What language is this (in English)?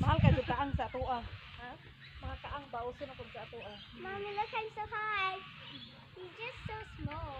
Cebuano